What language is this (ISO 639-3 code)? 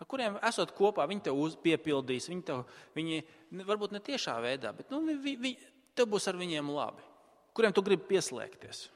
lav